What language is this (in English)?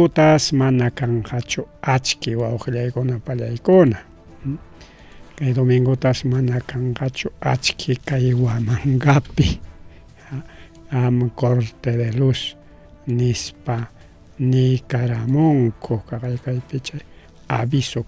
Ayacucho Quechua